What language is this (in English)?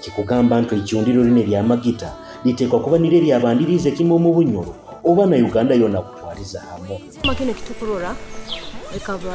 Nyoro